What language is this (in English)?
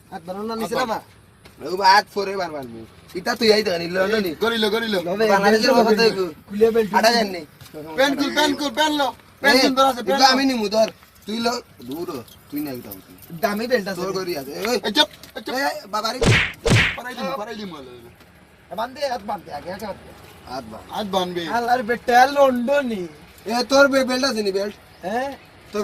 Sylheti